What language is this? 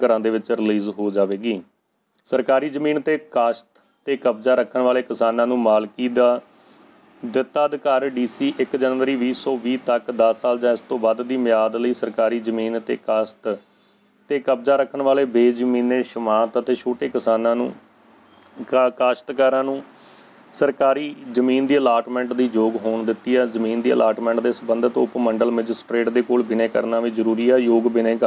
Punjabi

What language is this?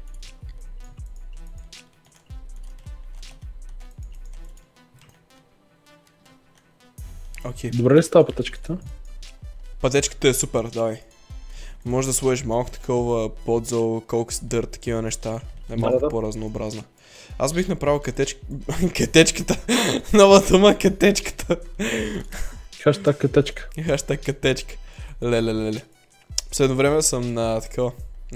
Bulgarian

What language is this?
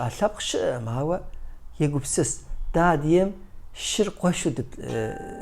Kabardian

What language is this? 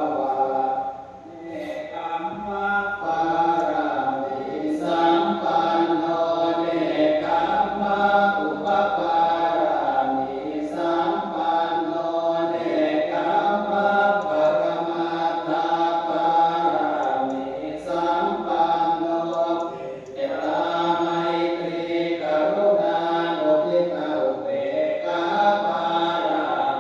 Pali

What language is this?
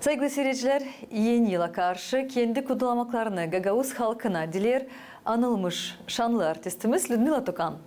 Gagauz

